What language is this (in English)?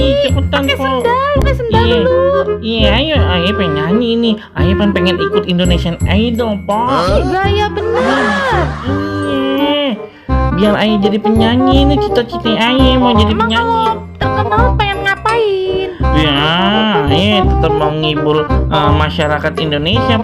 Betawi